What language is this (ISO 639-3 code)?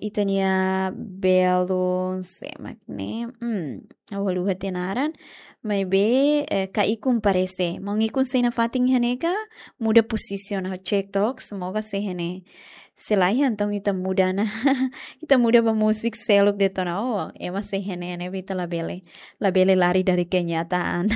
tet